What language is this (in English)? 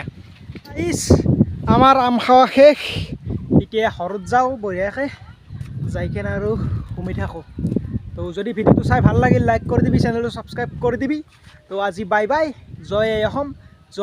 Assamese